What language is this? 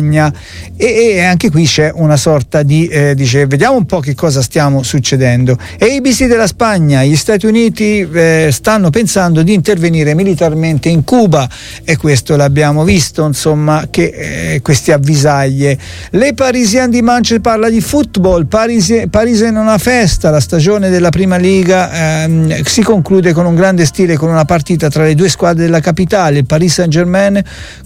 Italian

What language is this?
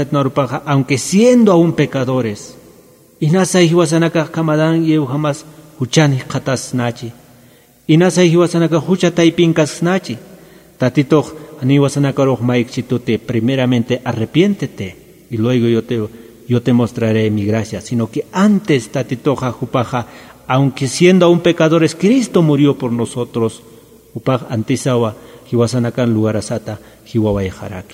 Aymara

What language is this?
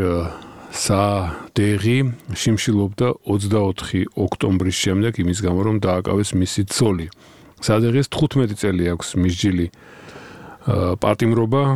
Georgian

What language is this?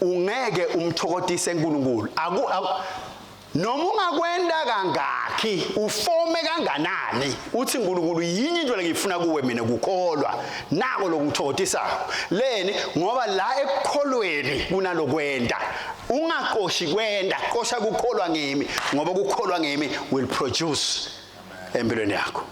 Swati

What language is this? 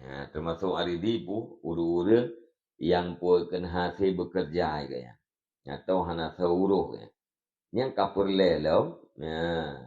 Achinese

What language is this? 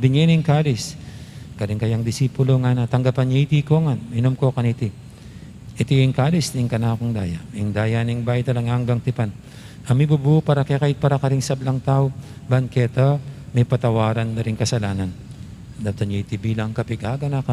Pampanga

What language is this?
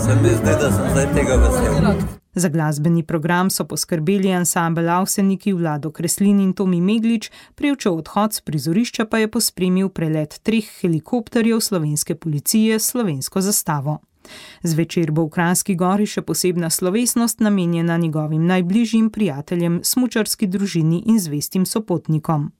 Slovenian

